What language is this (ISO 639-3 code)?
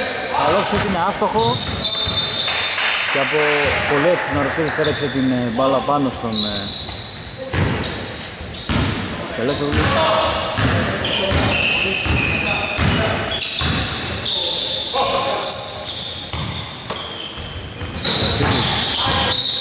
ell